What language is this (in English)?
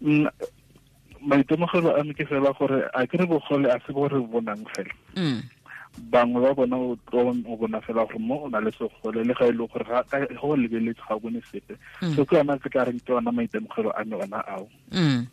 Tswana